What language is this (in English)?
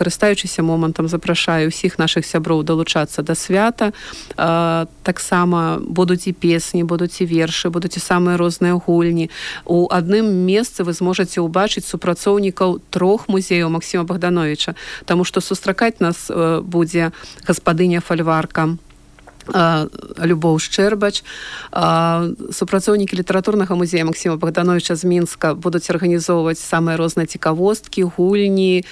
Belarusian